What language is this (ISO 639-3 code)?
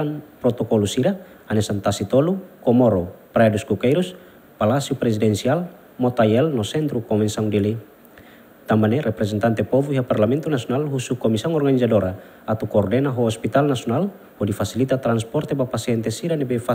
tet